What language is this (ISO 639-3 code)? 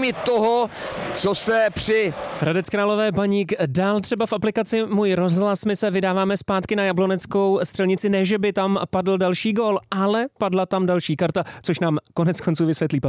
ces